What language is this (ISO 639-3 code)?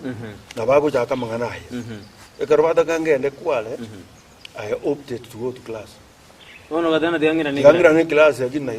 guz